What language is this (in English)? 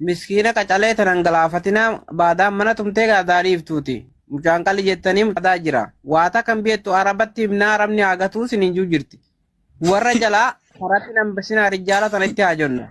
Oromo